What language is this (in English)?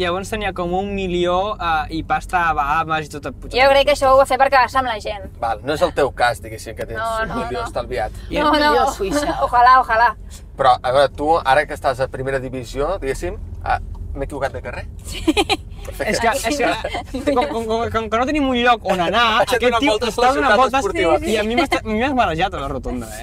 Catalan